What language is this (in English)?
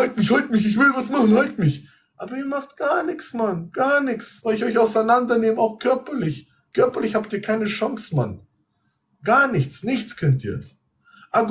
German